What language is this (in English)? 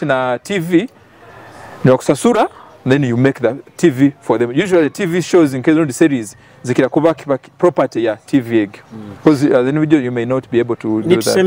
Nyoro